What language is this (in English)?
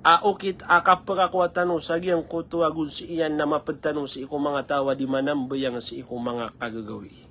Maranao